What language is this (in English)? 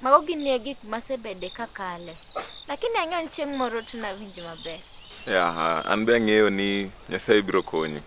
Luo (Kenya and Tanzania)